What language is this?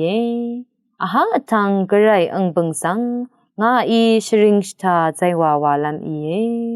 Rawang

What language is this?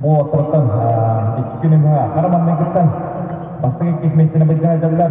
Yakut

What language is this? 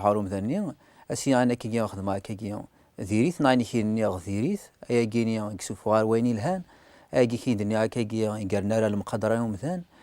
Kabyle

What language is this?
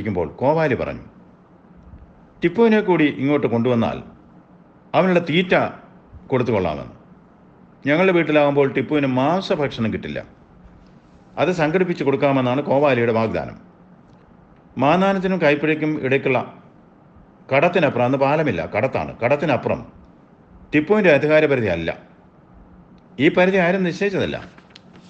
Malayalam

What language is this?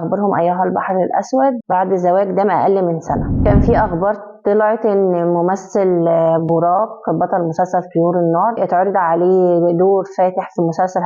Egyptian Arabic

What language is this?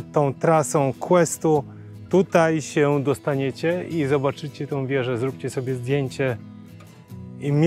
Polish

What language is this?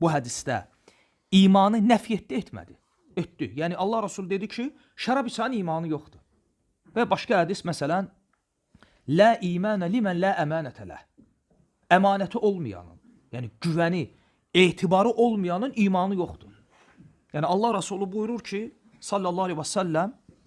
Azerbaijani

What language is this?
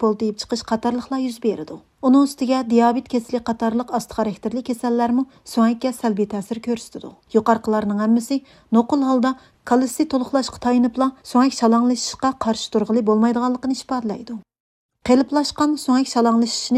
Uyghur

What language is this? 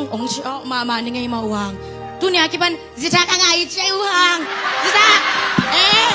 Tedim Chin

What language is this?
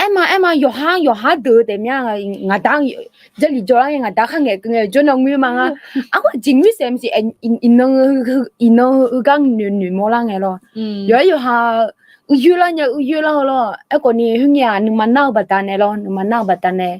Akha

